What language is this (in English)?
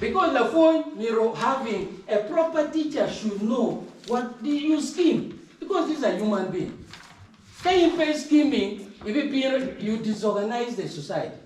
Acoli